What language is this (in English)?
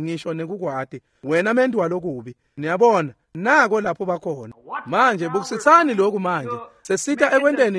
Swati